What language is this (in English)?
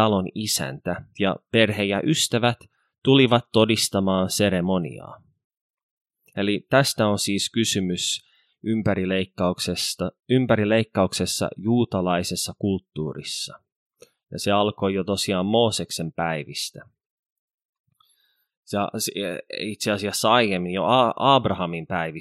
Finnish